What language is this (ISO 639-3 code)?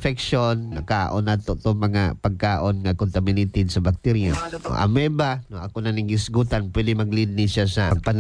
ceb